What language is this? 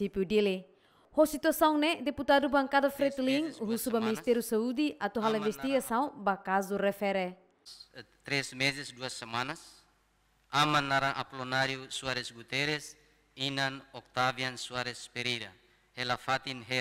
Tetum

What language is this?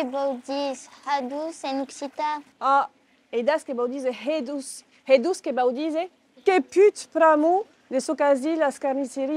Occitan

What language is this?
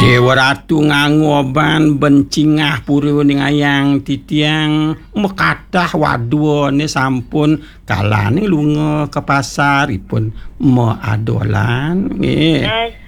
Balinese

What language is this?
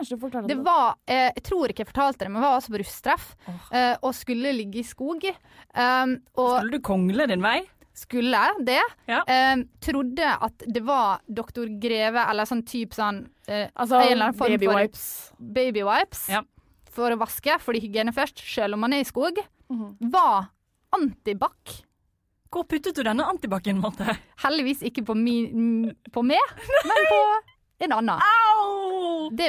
Norwegian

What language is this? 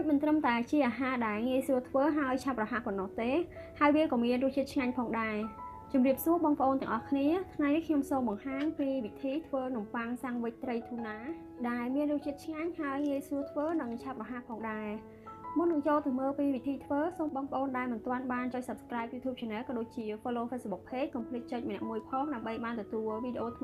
Khmer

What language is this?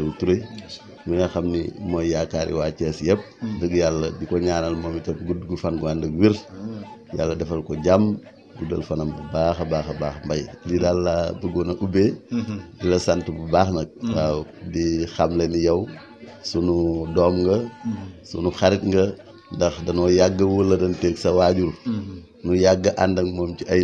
Wolof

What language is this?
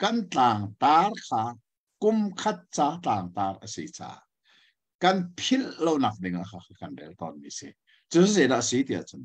Hakha Chin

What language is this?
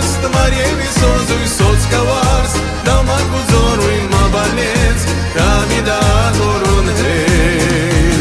Ossetic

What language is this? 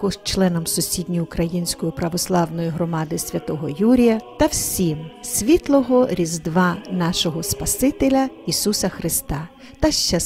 Ukrainian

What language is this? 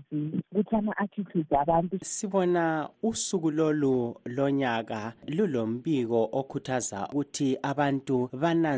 North Ndebele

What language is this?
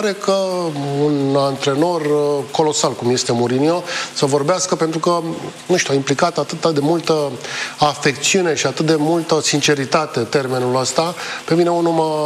Romanian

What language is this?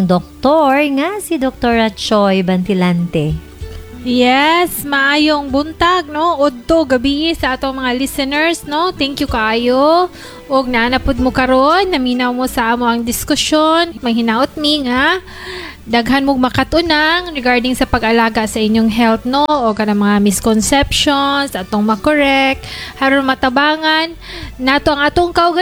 Cebuano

